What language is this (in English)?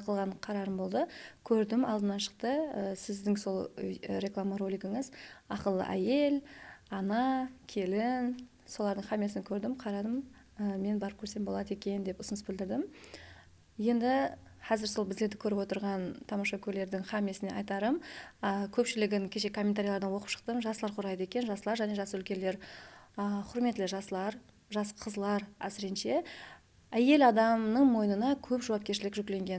Kara-Kalpak